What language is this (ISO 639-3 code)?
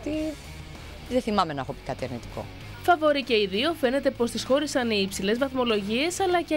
ell